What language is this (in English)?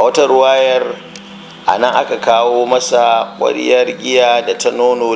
Hausa